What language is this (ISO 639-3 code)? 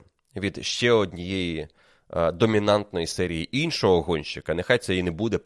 ukr